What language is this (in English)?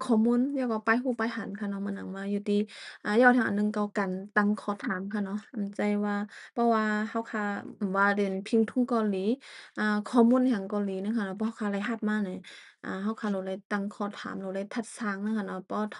Shan